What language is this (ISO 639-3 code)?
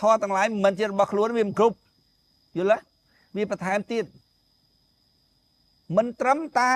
khm